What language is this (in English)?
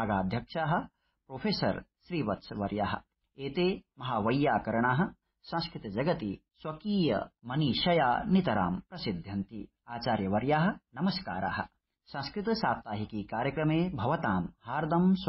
Sanskrit